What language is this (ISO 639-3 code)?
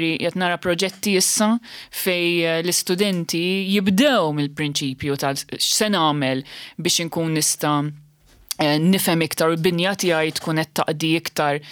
mlt